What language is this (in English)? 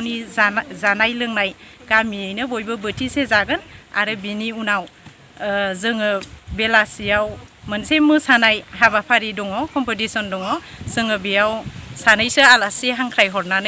Bodo